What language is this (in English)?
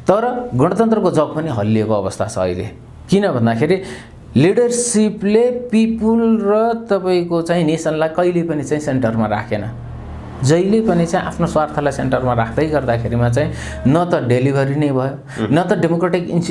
Nepali